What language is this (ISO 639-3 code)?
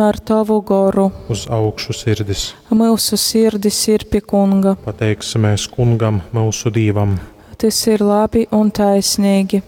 ltg